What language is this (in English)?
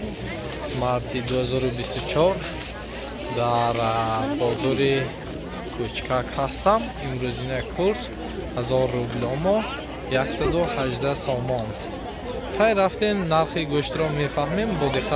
Tajik